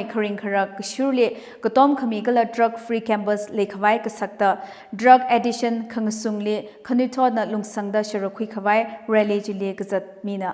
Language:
Tangkhul Naga (India)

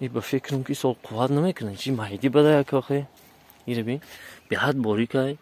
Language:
Tajik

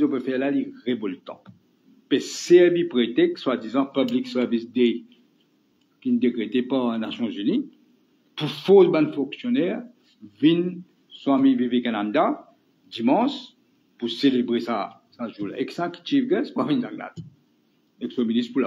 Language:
Morisyen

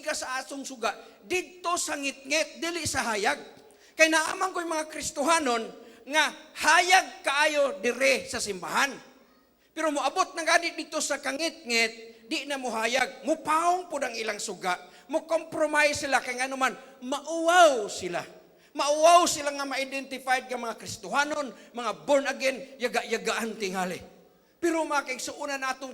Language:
Cebuano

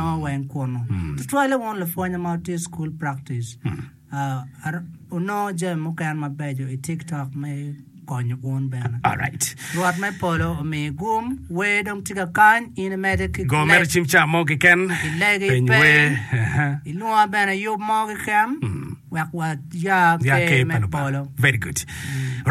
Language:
Acoli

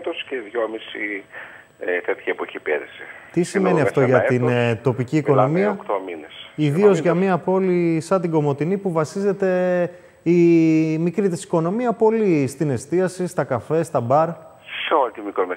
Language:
Greek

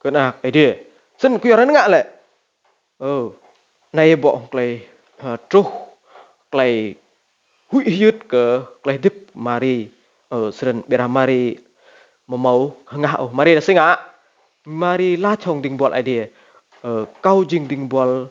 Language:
Rade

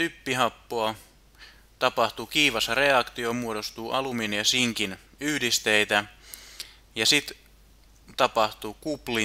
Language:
Finnish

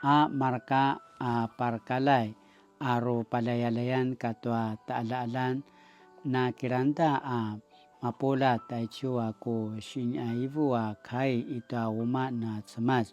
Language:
Paiwan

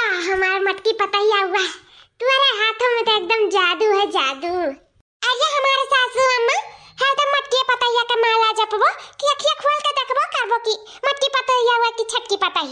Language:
Awadhi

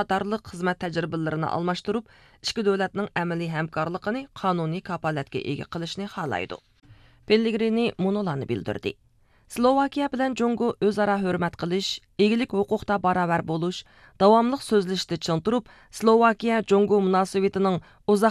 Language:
Uyghur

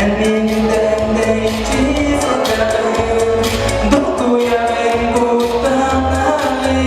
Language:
Yakut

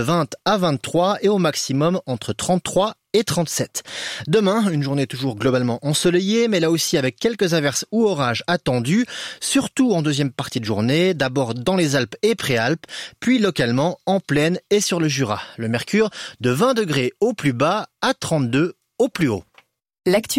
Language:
French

